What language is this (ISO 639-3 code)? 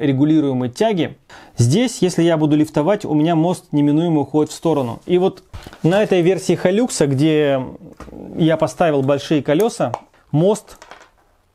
rus